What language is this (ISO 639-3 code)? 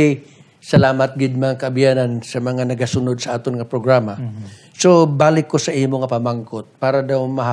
hil